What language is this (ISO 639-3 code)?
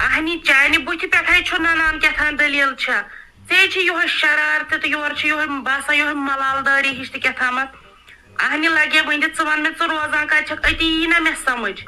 kas